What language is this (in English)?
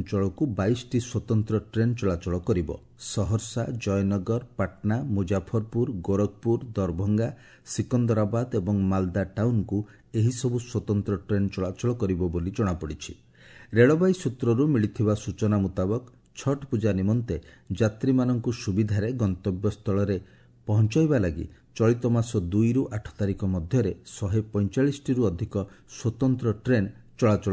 Odia